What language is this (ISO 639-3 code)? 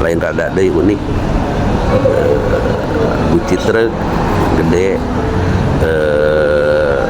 sun